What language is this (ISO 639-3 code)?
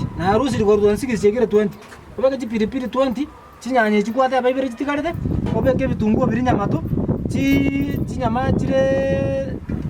guz